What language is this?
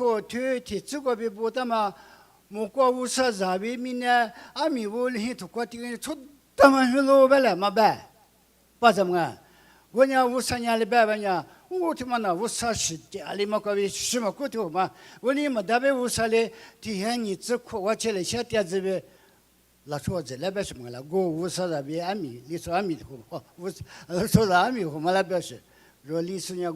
Lisu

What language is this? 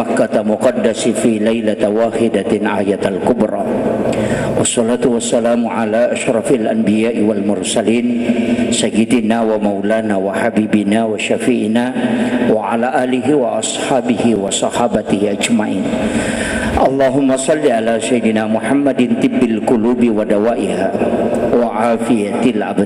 Buginese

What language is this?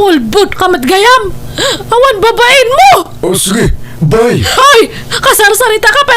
Iloko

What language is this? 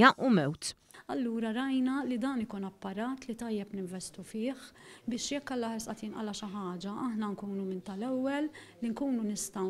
Maltese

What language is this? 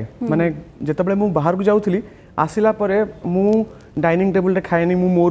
Odia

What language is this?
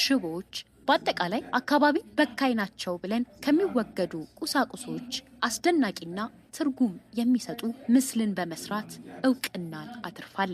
Amharic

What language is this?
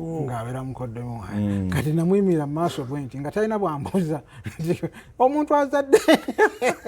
Ganda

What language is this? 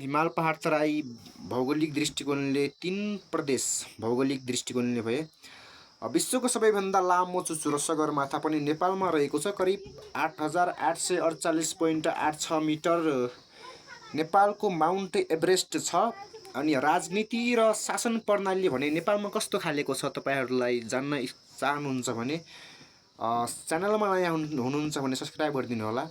Nepali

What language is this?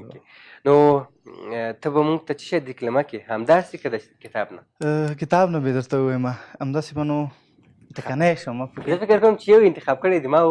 Pashto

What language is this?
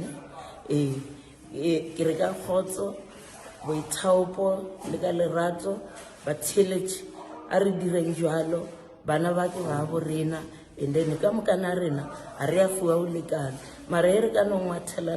Northern Sotho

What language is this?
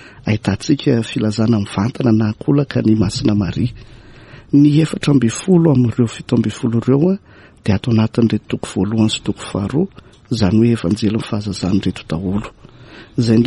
Malagasy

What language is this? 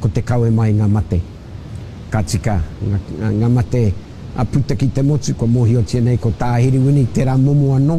Māori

